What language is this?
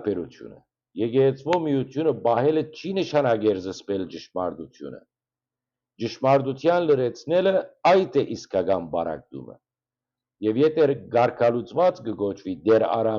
Western Armenian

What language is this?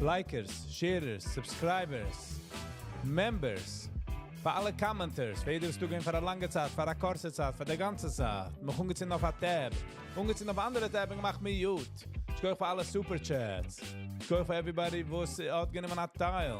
Yiddish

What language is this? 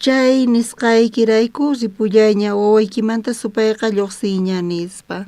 South Bolivian Quechua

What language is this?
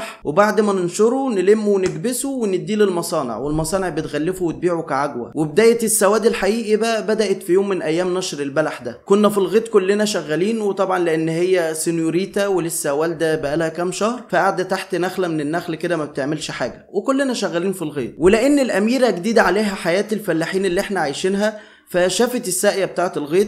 Egyptian Arabic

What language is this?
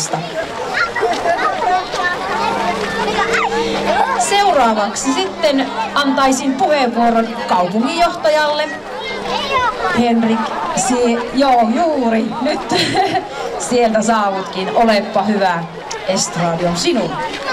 Finnish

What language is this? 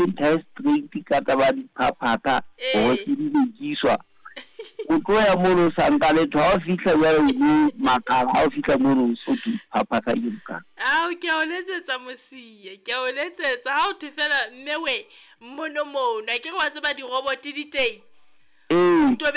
Southern Sotho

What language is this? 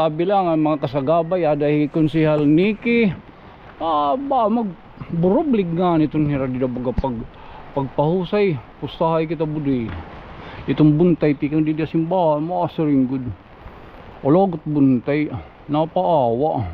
Waray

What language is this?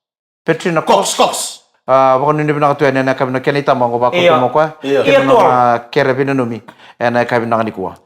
Fijian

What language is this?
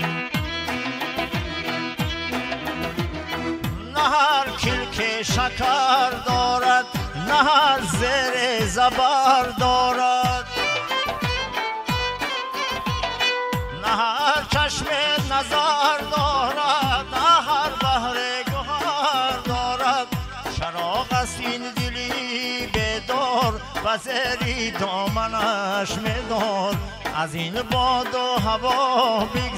Persian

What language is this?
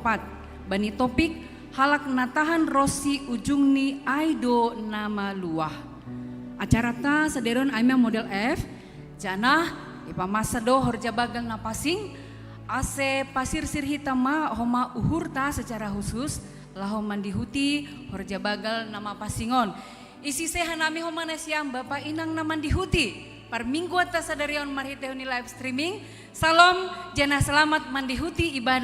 Batak Simalungun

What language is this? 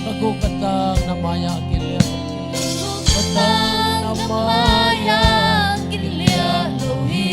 Tedim Chin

